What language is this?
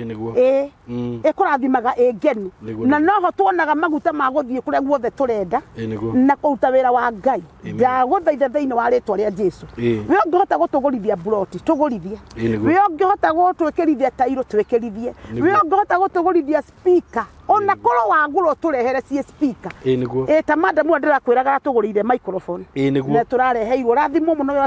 Kikuyu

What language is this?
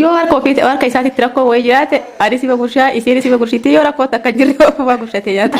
Oromo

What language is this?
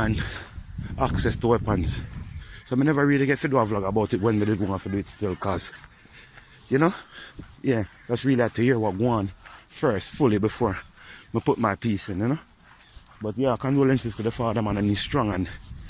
Jamaican Creole English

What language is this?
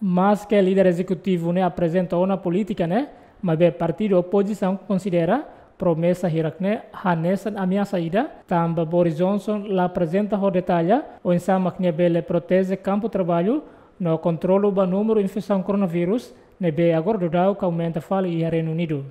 Tetum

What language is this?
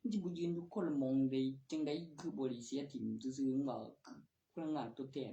Northeastern Thai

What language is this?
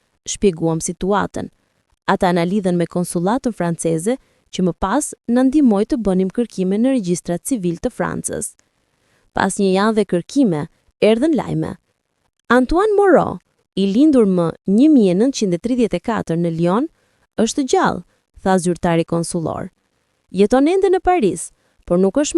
Albanian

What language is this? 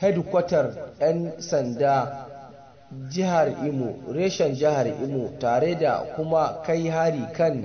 Hausa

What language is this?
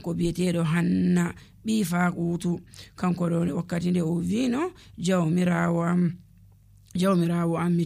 Nigerian Fulfulde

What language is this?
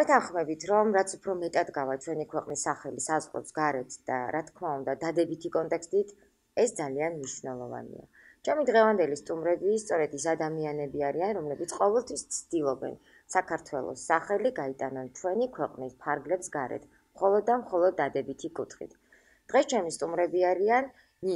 Georgian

